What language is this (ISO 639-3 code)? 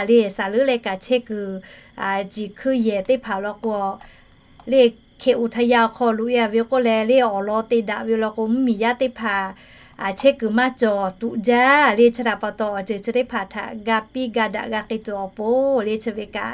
lhu